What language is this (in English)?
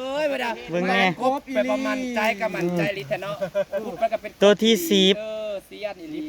Northeastern Thai